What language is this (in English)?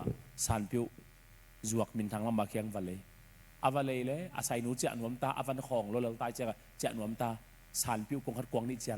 Tedim Chin